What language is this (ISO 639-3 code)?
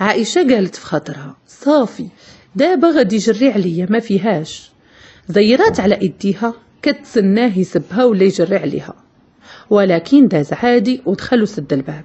ary